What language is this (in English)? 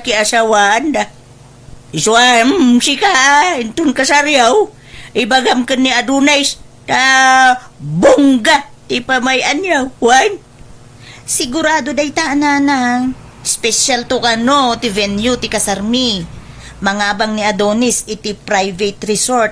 Iloko